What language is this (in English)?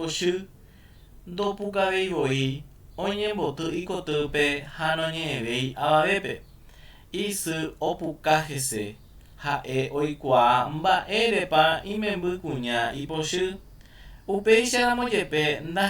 Guarani